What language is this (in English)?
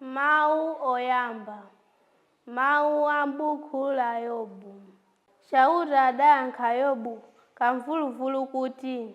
Nyanja